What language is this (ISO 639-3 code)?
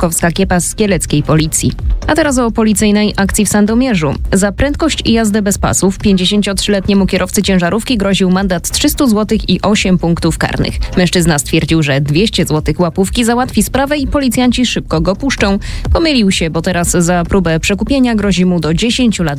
pol